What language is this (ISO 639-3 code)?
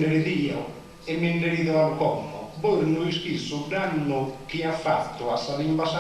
srd